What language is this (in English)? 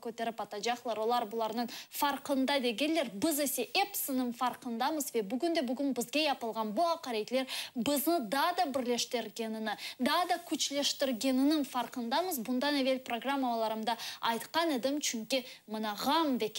Crimean Tatar